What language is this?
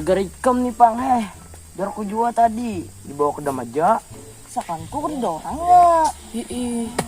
Banjar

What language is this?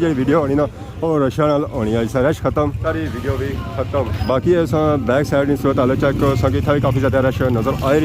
Pahari-Potwari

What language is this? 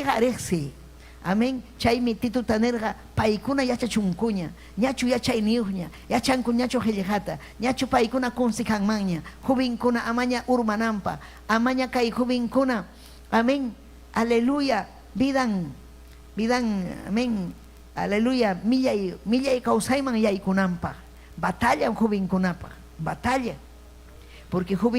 Ayacucho Quechua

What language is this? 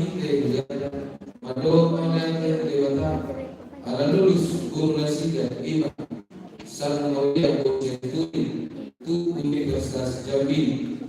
Batak Toba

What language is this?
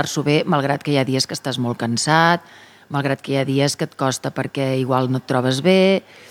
Catalan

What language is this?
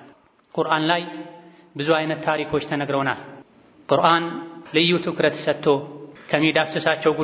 Amharic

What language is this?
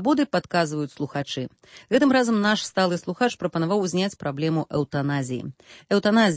Belarusian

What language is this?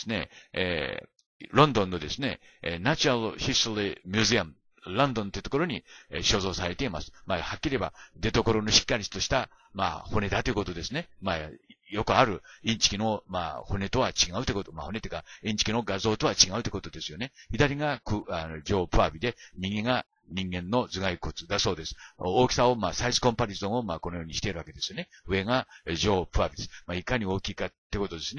Japanese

